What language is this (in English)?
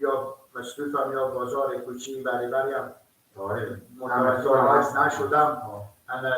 Persian